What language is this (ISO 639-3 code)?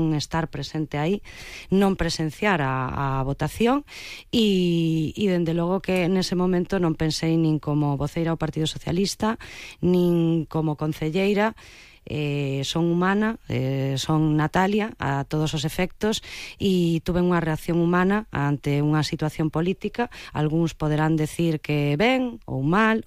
glg